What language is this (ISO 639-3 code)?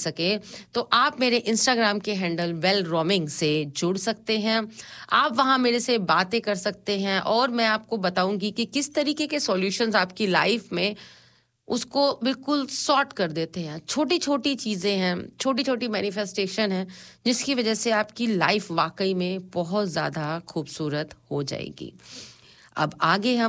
hin